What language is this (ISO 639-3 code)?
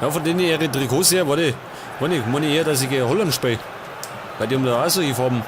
bar